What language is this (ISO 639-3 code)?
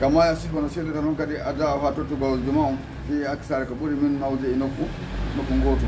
ful